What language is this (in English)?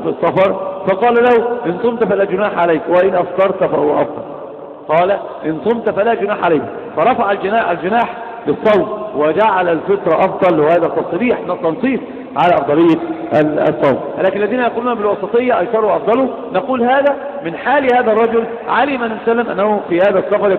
Arabic